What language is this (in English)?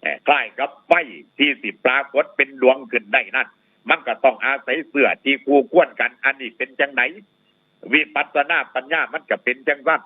Northeastern Thai